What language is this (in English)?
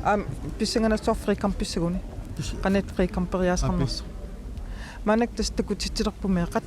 Kalaallisut